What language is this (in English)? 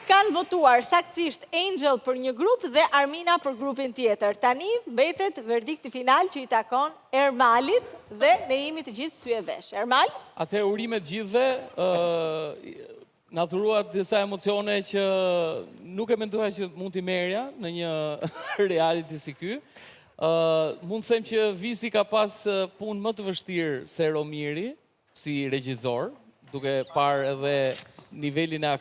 Albanian